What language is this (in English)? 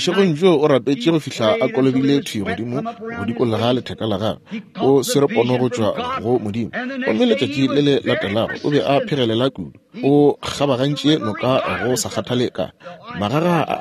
Northern Sotho